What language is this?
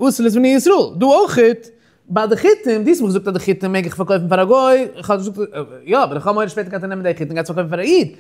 Yiddish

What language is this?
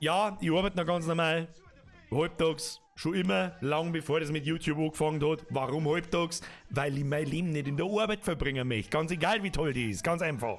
Bavarian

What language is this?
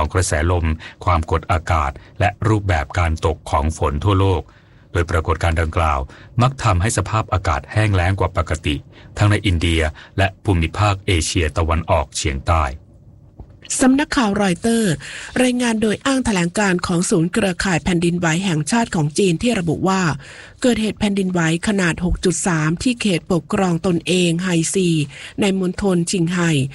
Thai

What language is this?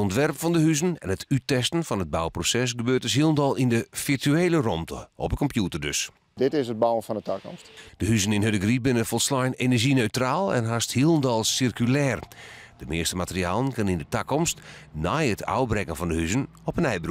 Western Frisian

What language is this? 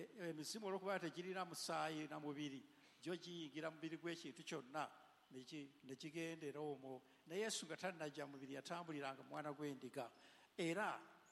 Ganda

